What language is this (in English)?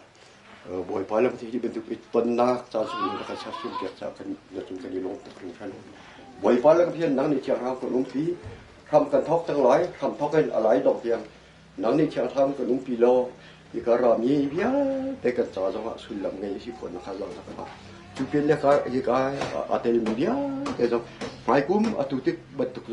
Hakha Chin